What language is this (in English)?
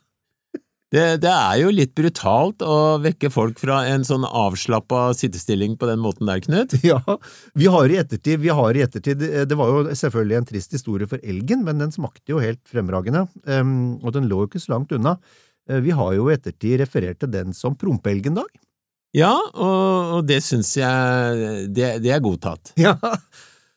Norwegian